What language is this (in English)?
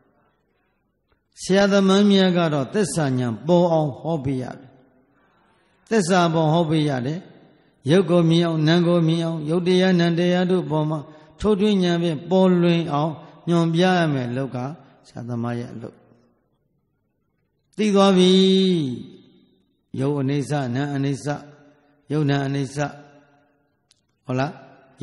Burmese